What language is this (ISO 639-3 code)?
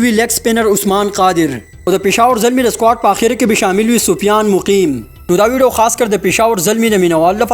pus